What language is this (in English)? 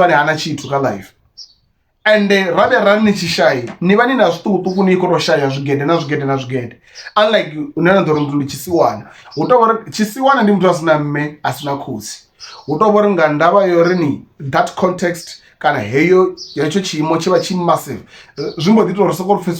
Venda